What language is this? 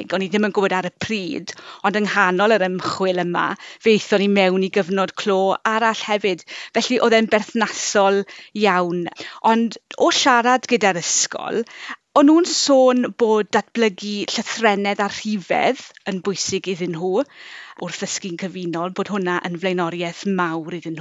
Welsh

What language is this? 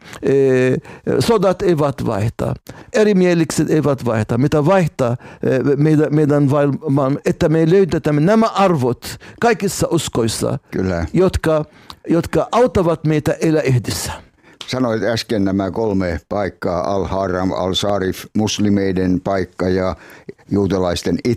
Finnish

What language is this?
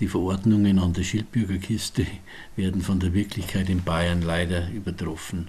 Bavarian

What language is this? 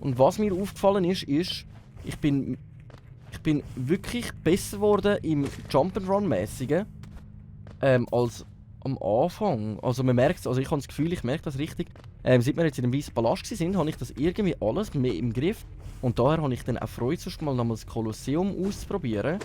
Swiss German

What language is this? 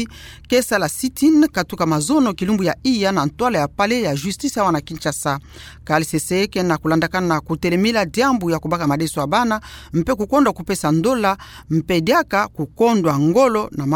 Kituba (Democratic Republic of Congo)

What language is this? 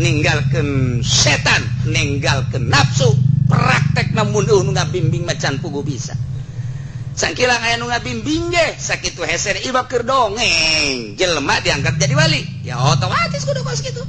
Sundanese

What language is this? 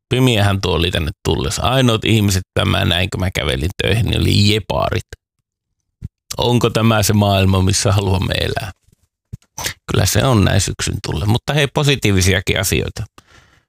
Finnish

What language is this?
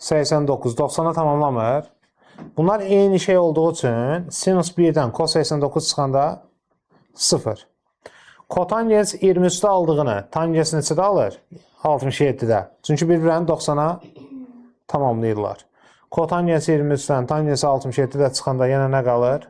Azerbaijani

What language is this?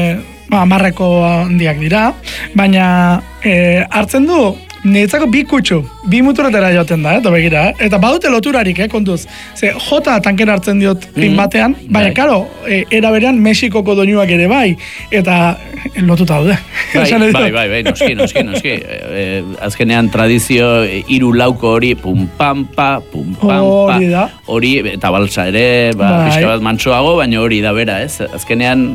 Basque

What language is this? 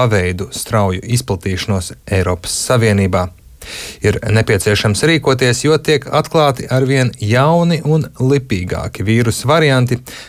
Latvian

